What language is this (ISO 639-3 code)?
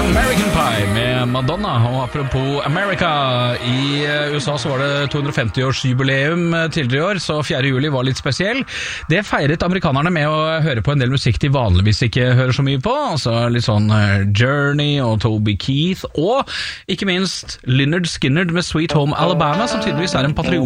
nor